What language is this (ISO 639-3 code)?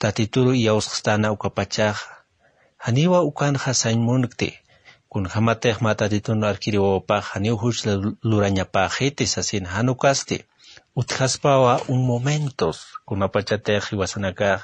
aym